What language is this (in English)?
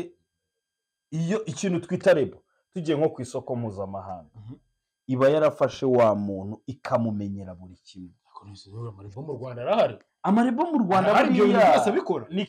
Kinyarwanda